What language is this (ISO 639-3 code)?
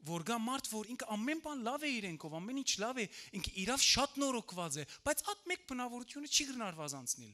hyw